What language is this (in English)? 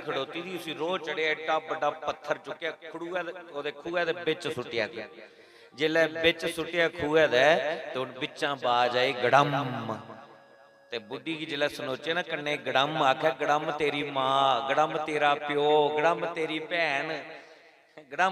Dogri